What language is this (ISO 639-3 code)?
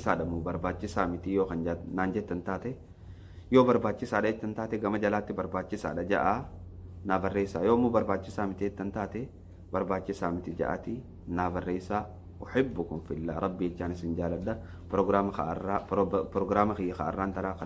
orm